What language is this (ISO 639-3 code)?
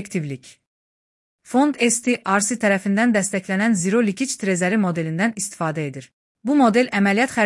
aze